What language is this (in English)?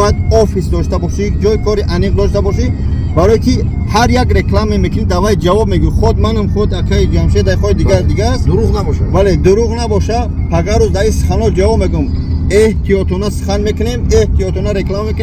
Tajik